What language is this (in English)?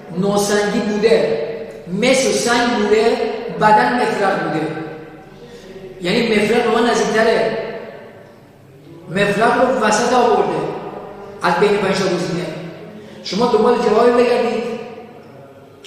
Persian